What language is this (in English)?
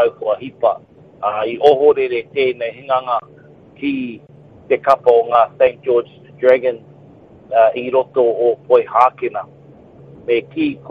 Māori